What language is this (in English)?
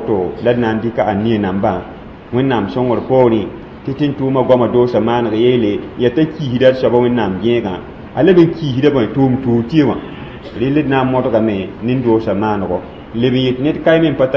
Mossi